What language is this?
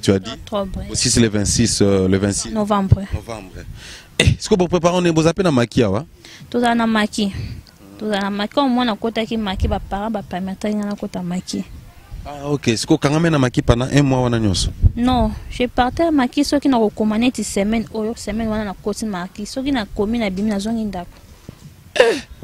French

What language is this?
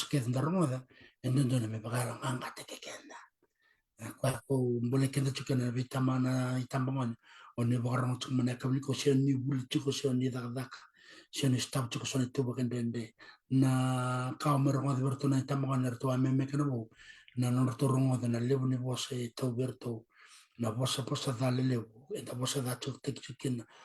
Fijian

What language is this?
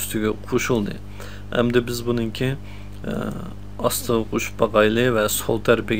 Uyghur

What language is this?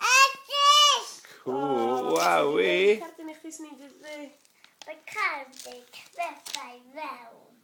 Welsh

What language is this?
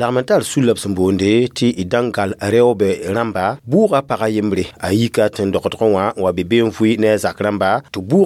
Mossi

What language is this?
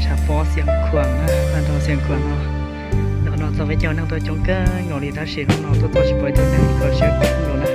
Hmong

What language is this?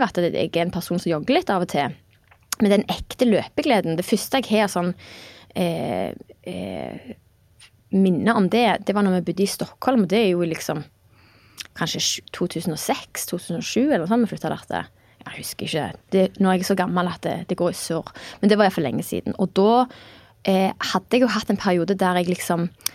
Norwegian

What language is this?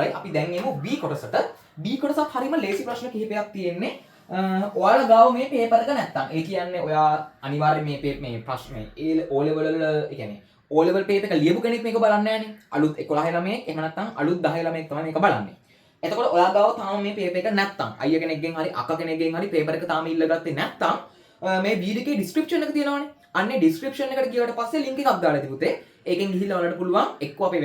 Sinhala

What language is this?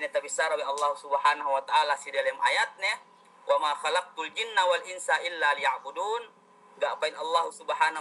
Yakan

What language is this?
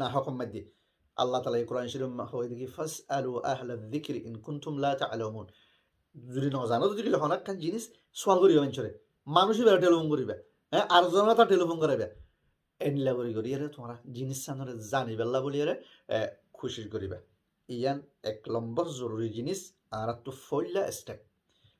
Rohingya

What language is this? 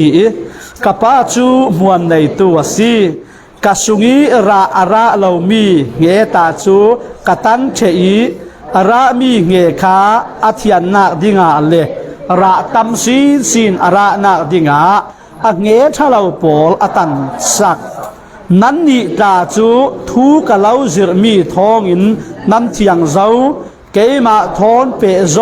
Falam Chin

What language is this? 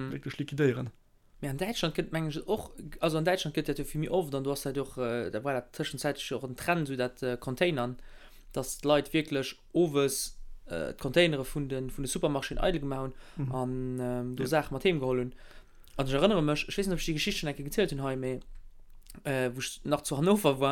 Luxembourgish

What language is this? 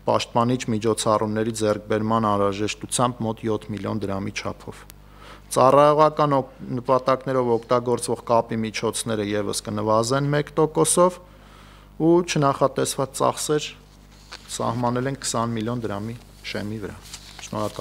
Armenian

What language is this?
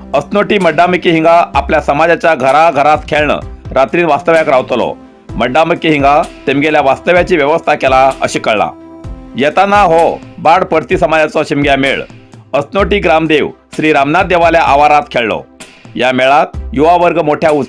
Konkani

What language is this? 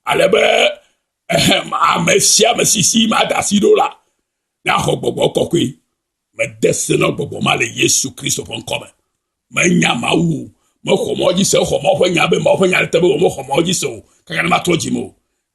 Ewe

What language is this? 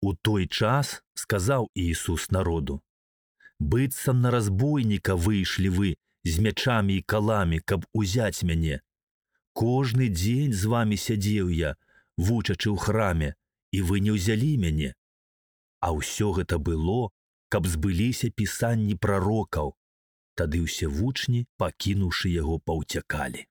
Belarusian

